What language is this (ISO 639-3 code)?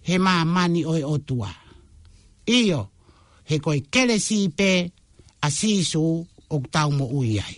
ton